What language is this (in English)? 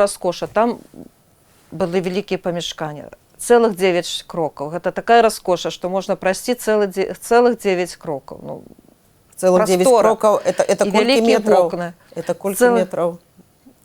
Belarusian